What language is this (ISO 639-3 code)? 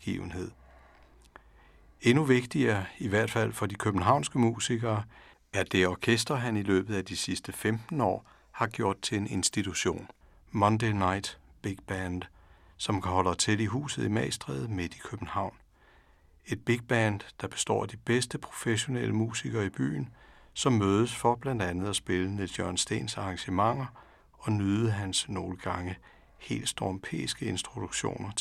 dan